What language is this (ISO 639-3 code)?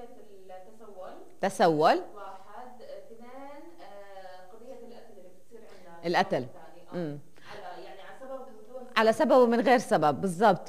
apc